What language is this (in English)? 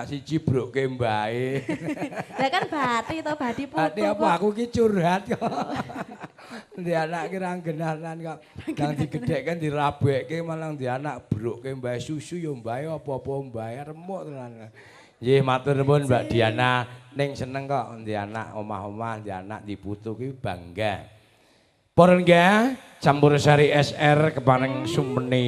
Javanese